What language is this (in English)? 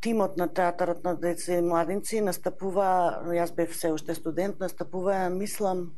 Macedonian